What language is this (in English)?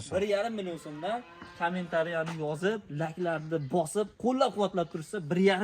Uzbek